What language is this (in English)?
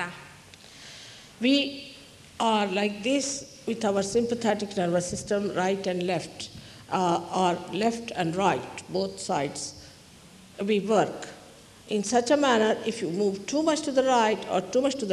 Greek